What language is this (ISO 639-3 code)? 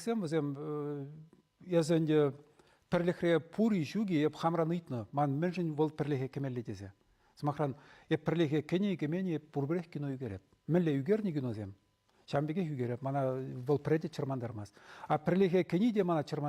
chv